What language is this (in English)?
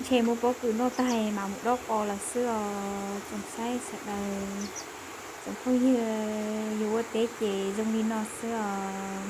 Hmong